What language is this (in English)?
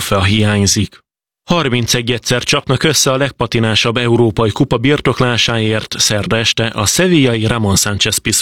Hungarian